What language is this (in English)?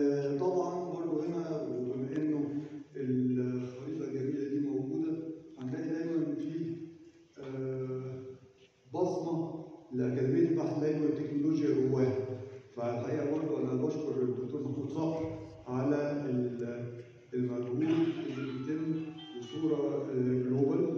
Egyptian Arabic